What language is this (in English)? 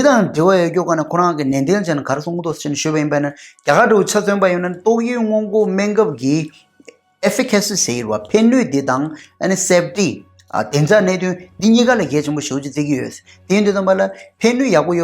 Tibetan